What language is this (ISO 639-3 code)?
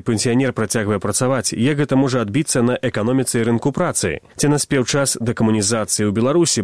bel